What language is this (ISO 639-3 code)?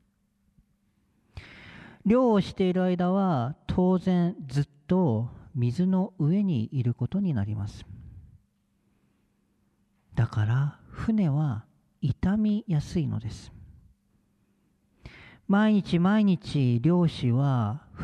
jpn